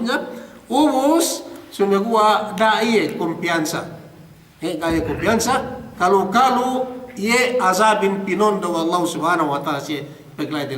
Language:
Yakan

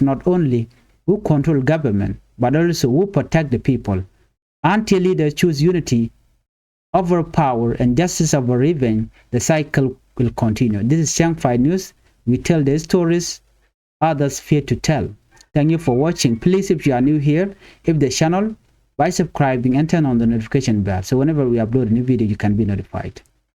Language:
Nuer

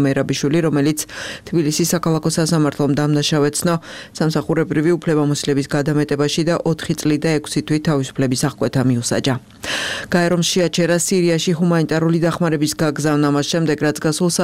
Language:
Georgian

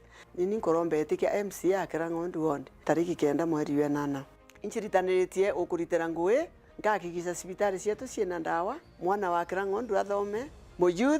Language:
Meru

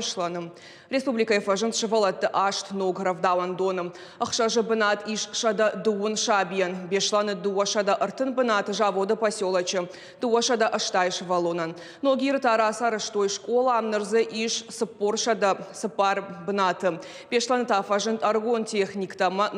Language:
Ossetic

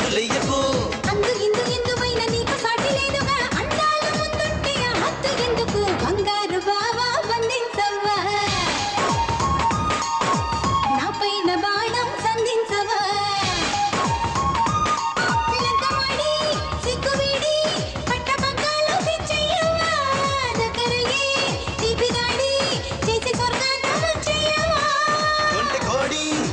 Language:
Telugu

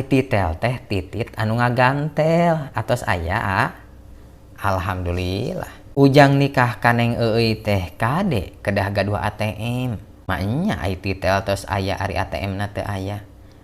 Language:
Sundanese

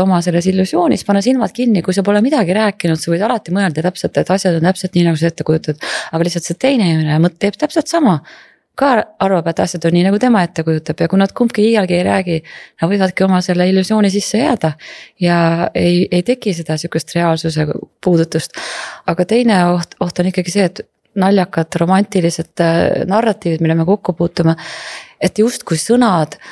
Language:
Estonian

